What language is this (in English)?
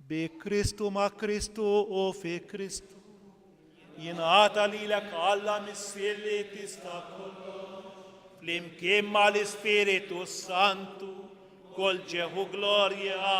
Maltese